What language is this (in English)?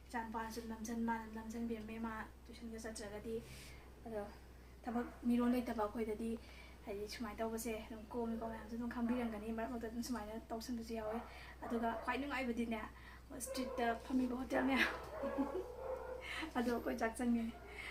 Manipuri